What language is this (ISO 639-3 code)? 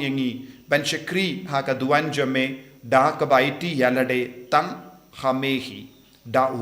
kha